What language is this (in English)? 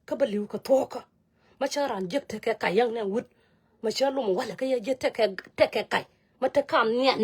Nuer